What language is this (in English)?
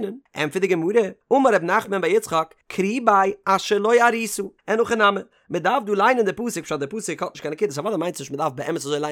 Yiddish